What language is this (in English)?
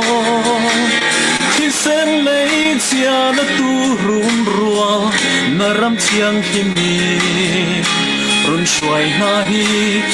Falam Chin